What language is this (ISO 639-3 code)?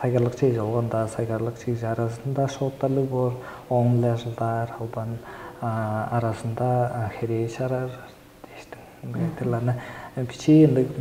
tyv